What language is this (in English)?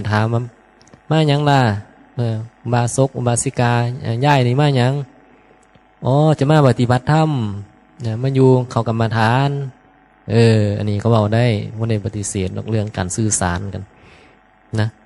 Northeastern Thai